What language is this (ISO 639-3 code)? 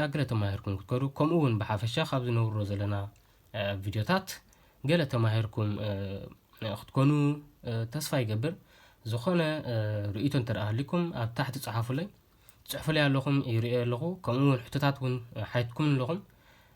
tir